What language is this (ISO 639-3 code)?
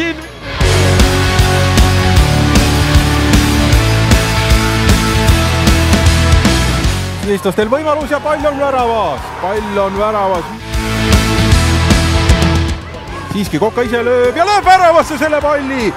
est